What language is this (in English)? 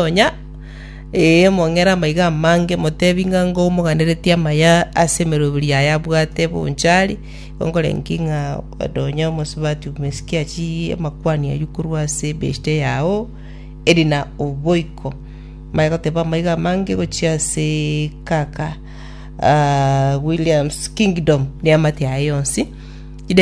Gusii